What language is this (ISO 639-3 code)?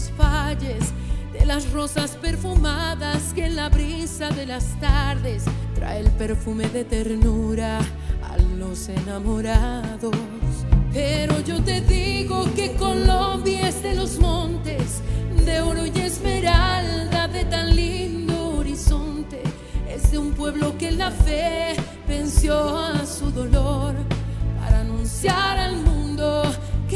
spa